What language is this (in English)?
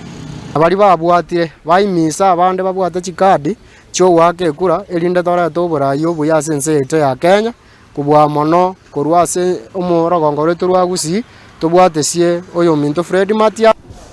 Gusii